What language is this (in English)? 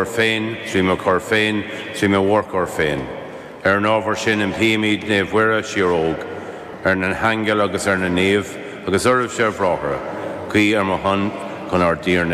Irish